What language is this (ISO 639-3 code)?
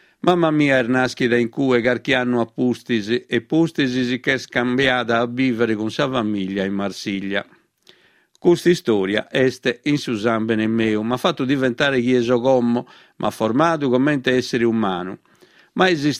srd